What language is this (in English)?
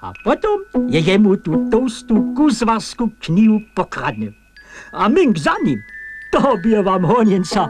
Upper Sorbian